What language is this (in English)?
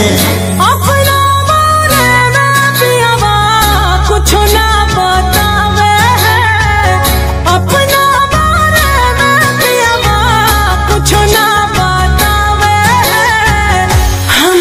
Bhojpuri